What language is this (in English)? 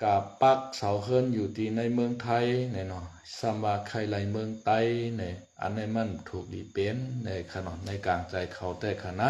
Shan